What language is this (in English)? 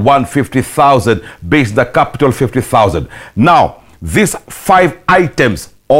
Kikuyu